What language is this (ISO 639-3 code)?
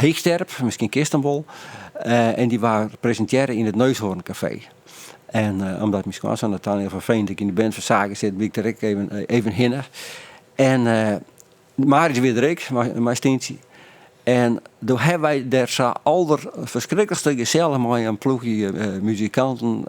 fry